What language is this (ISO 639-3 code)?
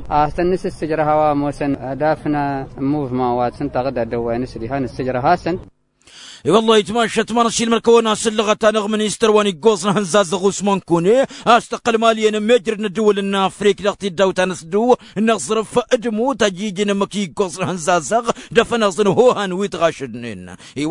taq